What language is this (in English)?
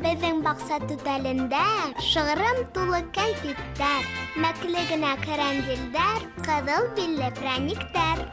Bashkir